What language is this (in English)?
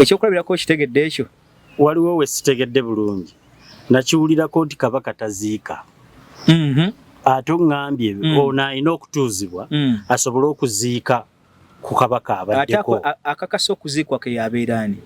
Ganda